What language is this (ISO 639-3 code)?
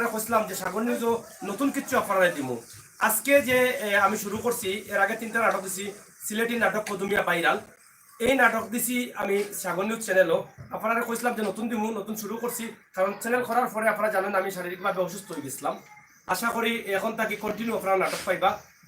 syl